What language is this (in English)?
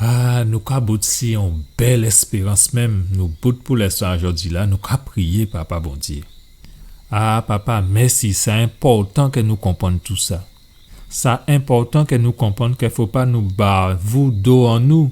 Guadeloupean Creole French